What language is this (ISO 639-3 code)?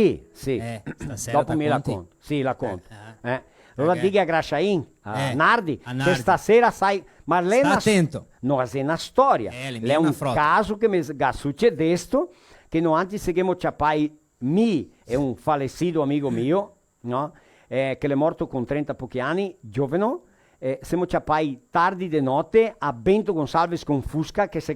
vec